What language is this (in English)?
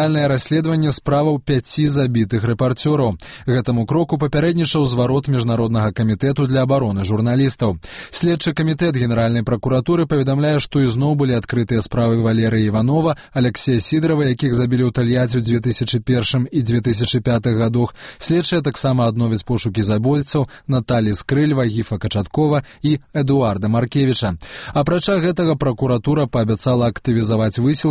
Belarusian